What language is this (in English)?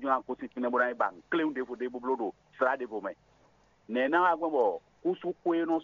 Fon